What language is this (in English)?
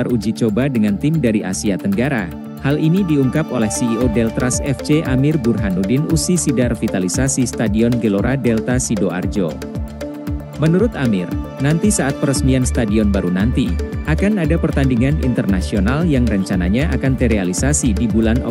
Indonesian